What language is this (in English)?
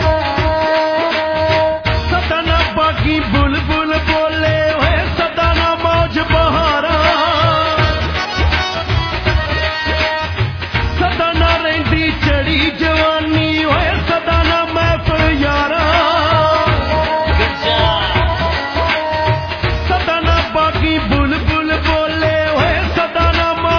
Punjabi